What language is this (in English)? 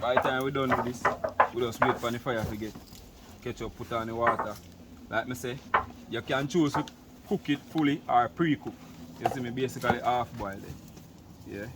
Jamaican Creole English